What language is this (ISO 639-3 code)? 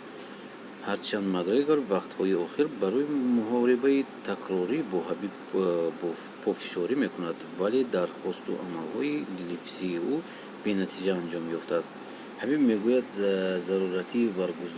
tgk